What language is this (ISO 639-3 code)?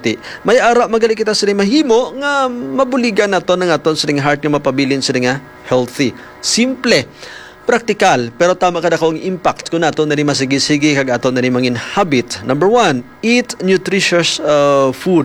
hil